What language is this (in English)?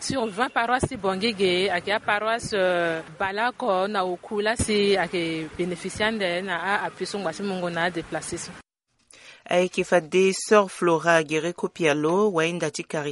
Sango